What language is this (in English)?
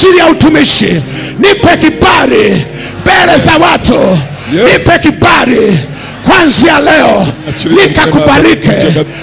Swahili